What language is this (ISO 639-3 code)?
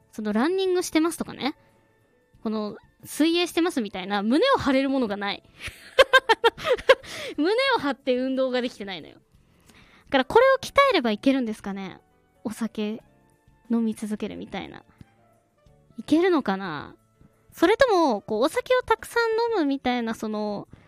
jpn